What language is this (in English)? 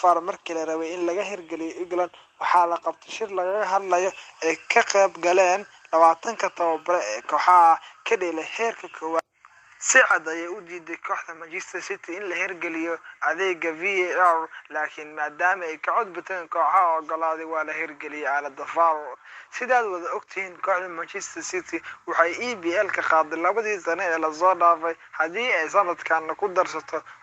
Somali